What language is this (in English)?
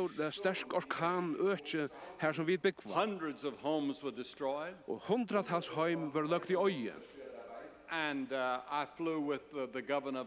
Faroese